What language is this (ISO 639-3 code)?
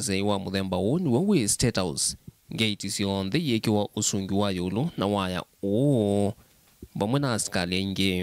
kam